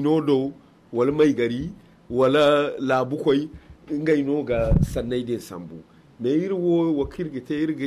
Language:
Zarma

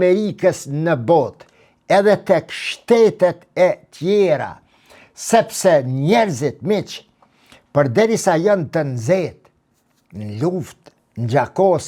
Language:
Albanian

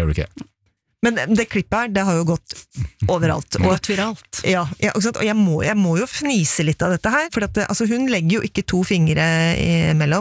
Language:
Norwegian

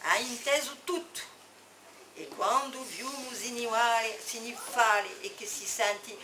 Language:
Corsican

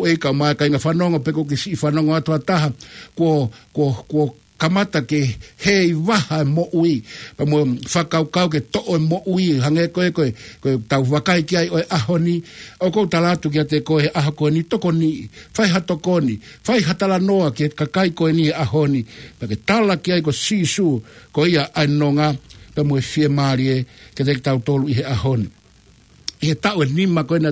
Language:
Tongan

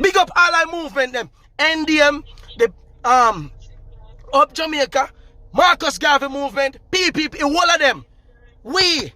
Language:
Jamaican Creole English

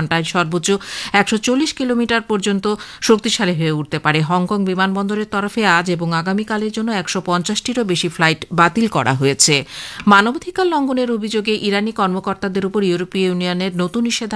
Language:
Bangla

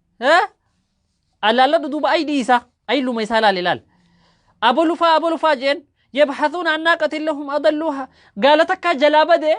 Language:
Oromo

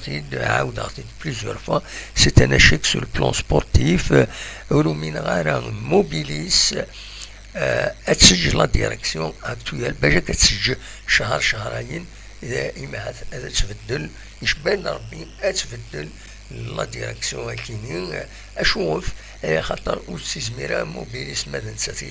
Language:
Kabyle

